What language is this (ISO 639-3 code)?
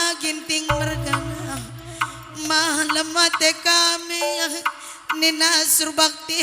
btx